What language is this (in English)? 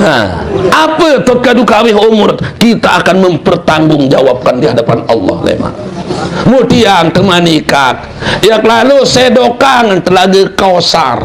Sasak